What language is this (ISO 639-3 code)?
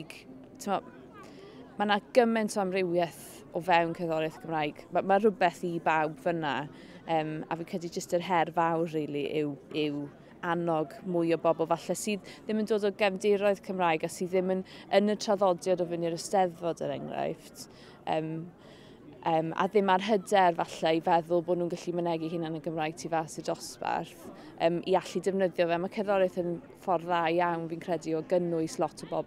cym